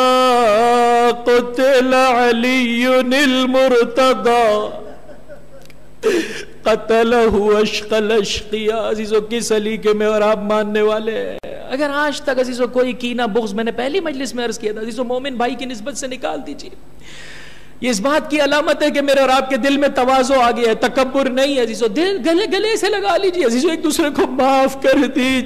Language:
Urdu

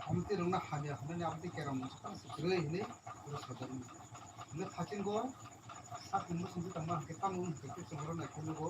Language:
Kok Borok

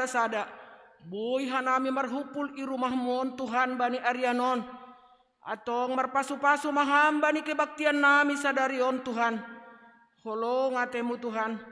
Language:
Batak Simalungun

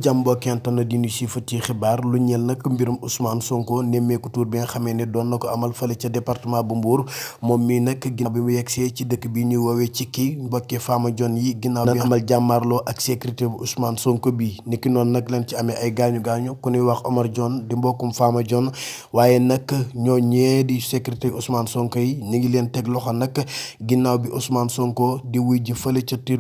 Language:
Wolof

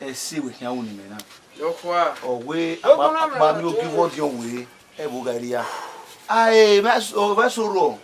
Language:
Bini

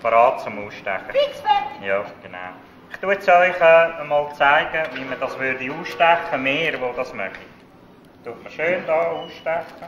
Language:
Swiss German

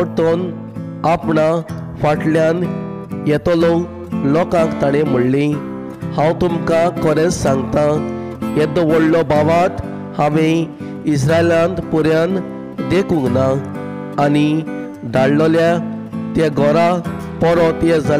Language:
Konkani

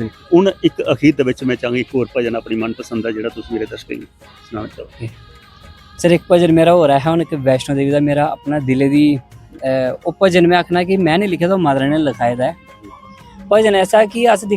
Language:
Dogri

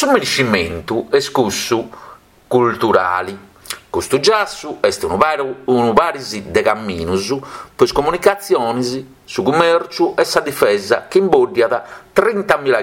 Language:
Sardinian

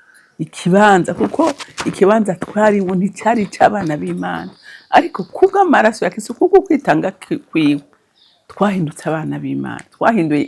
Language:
Rundi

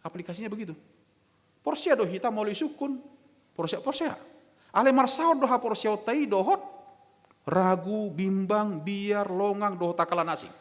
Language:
Batak Toba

